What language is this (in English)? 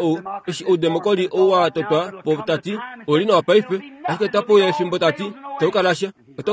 Kuanyama